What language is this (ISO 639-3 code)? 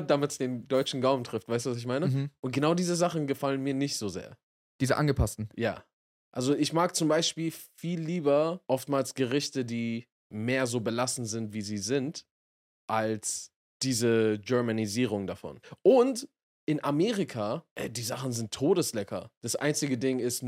deu